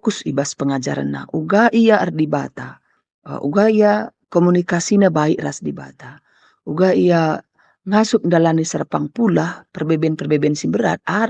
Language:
Batak Karo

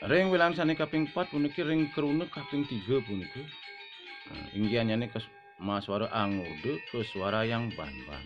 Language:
Balinese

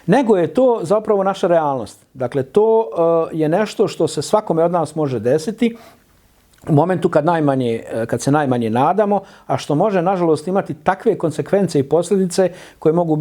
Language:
Bosnian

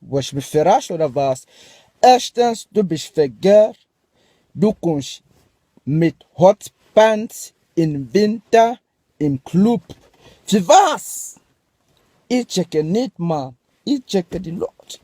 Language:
Swiss German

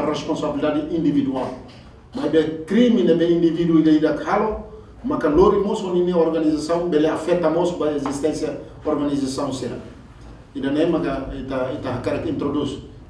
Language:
Tetum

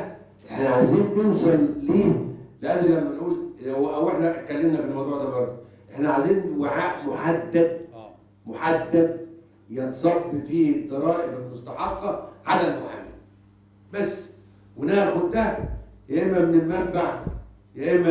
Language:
Egyptian Arabic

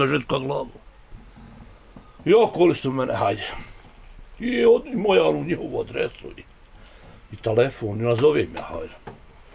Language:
Bosnian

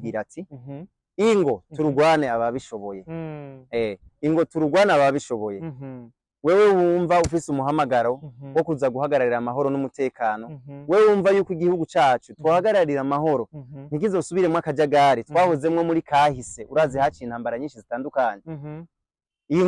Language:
Rundi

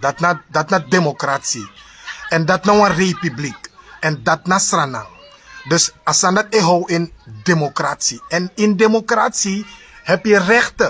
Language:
Sranan Tongo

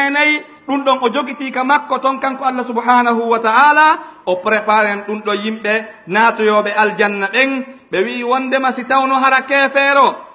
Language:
Pular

